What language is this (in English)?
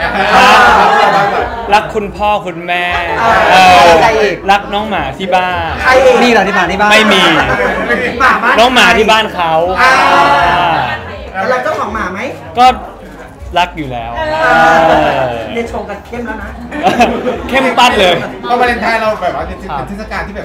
Thai